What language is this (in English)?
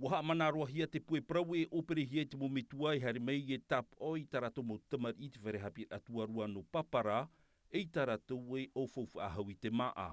Tahitian